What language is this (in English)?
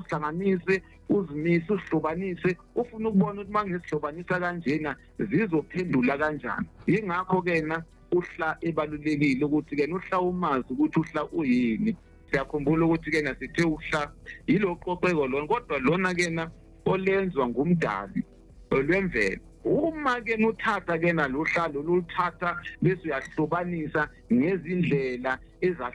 Zulu